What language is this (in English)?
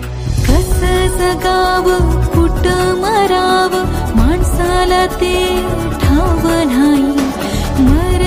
Marathi